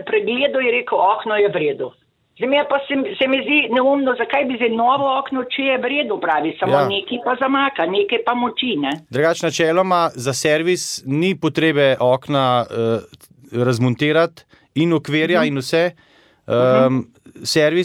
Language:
Slovenian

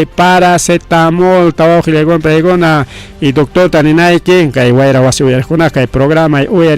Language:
Ayacucho Quechua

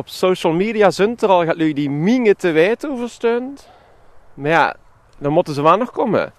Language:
Limburgish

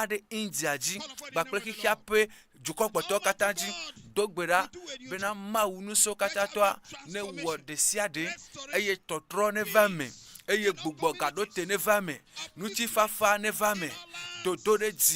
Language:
Ewe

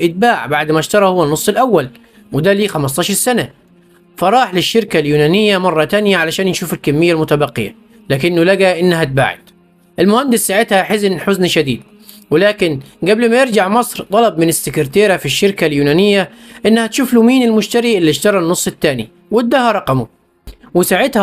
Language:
Egyptian Arabic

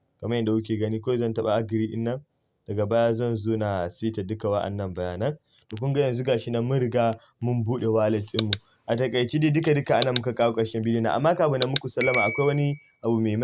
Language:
Hausa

